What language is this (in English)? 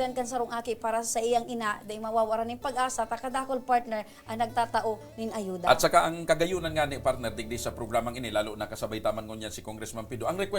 Bikol